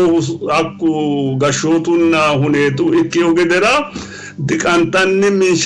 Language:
Sidamo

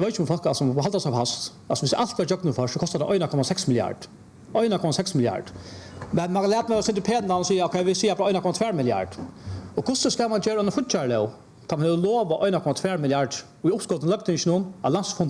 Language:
Faroese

